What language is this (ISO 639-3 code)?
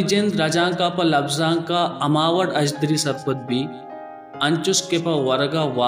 bal